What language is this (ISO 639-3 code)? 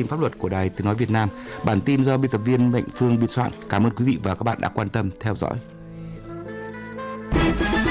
vie